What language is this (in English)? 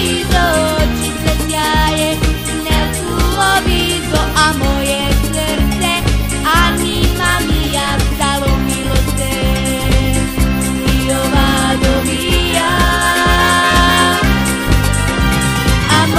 Serbian